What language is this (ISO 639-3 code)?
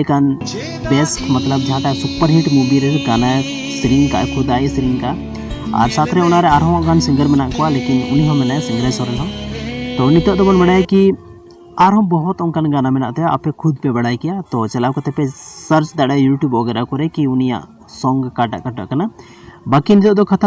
sat